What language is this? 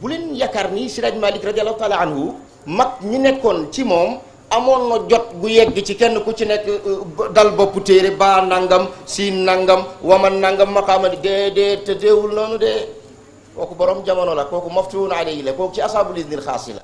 Wolof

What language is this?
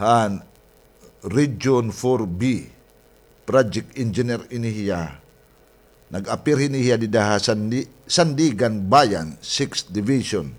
Waray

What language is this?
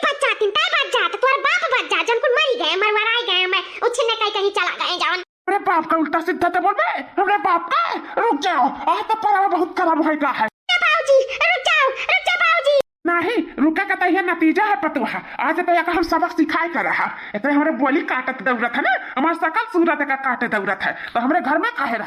Awadhi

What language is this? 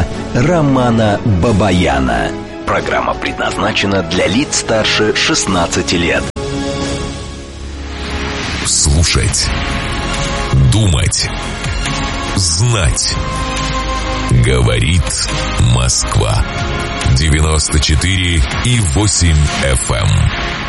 Russian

